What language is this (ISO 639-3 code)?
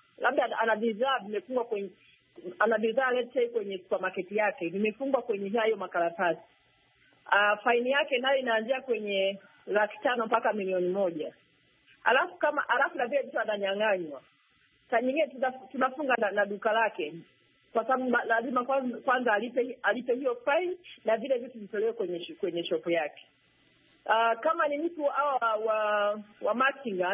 swa